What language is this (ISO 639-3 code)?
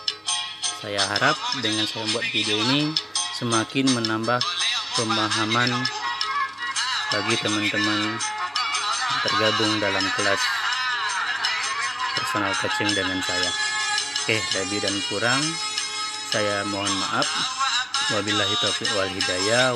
ind